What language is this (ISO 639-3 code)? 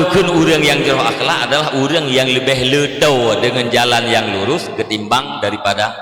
ace